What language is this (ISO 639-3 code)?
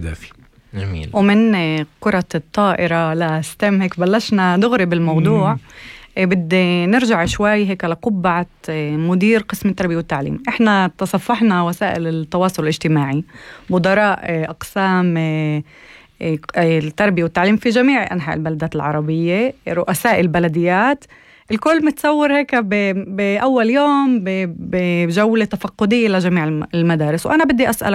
apc